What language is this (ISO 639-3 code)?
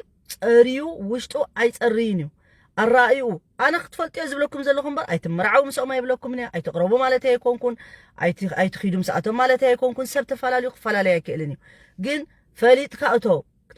tir